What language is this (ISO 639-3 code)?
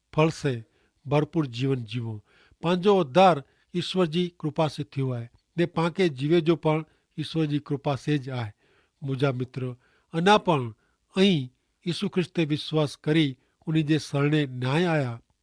kfr